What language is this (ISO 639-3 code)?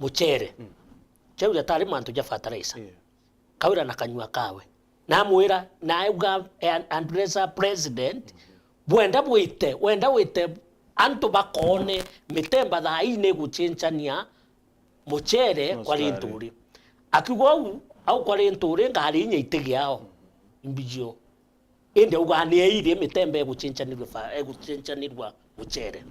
mer